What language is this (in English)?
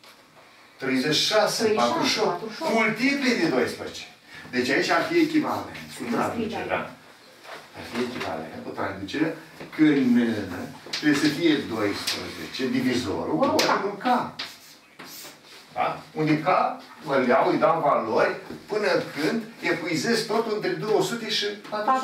Romanian